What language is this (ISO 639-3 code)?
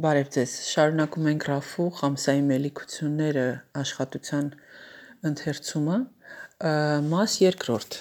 hye